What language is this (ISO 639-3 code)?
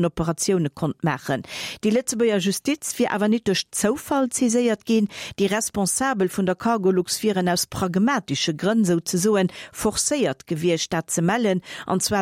ltz